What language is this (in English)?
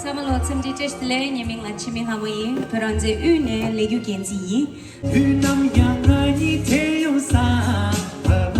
Tibetan